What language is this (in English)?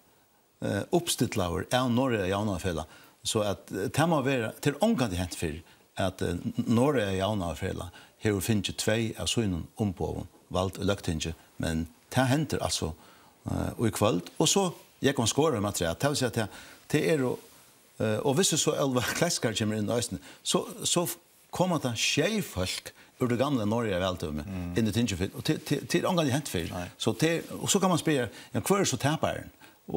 Faroese